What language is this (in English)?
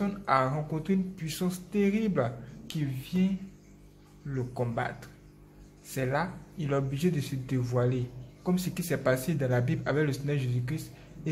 French